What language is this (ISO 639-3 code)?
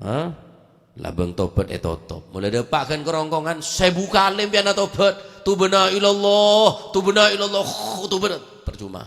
mad